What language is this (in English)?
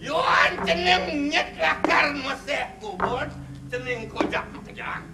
Balinese